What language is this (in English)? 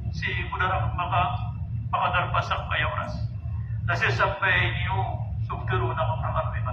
Maranao